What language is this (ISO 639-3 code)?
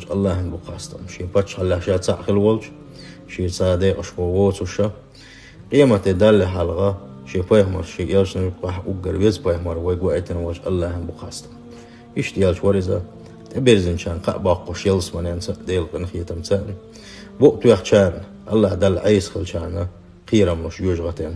che